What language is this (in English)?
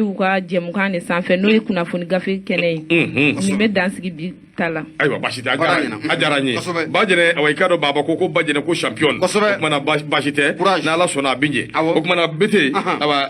Bambara